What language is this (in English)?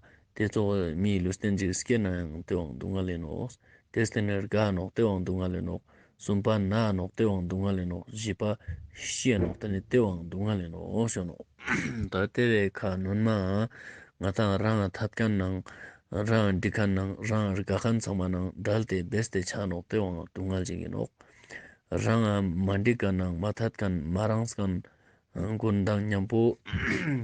Ladakhi